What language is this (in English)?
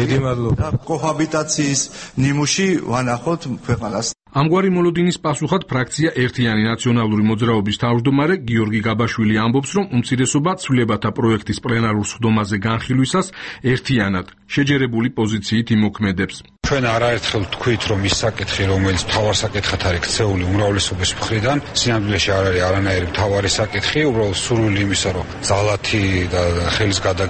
Georgian